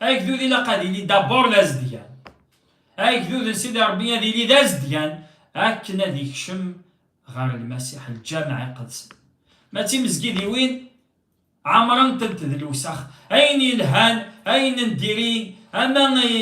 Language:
Kabyle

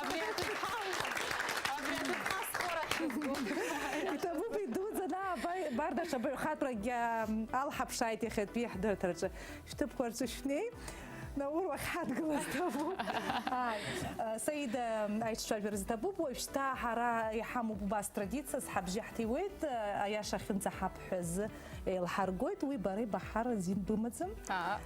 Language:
Abkhazian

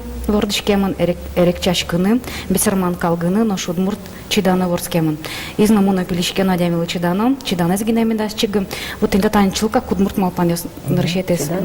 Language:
Udmurt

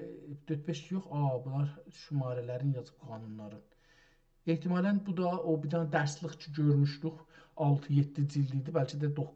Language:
South Azerbaijani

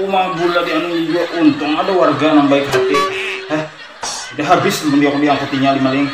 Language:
Banjar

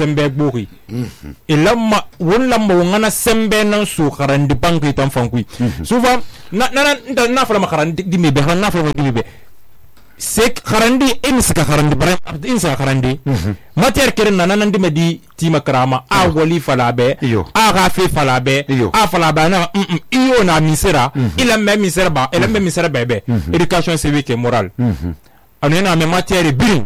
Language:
Susu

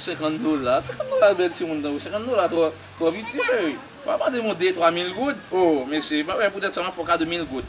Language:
Haitian Creole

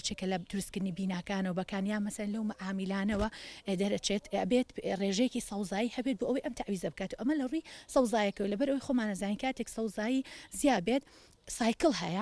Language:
Central Kurdish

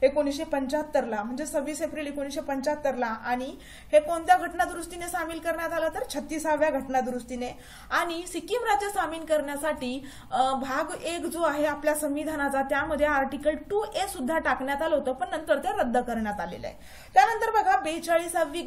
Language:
Marathi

